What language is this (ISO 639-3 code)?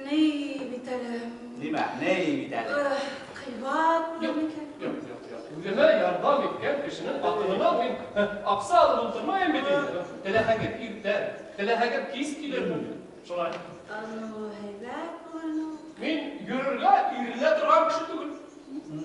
bak